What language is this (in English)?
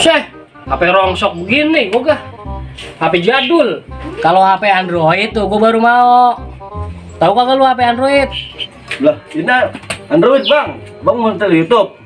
Betawi